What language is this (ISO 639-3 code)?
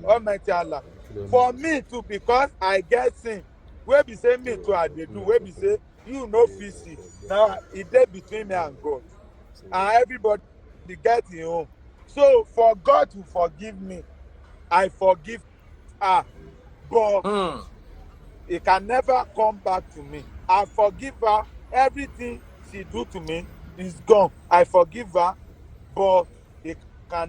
yor